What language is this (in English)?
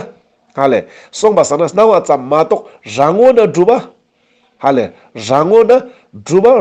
Ladakhi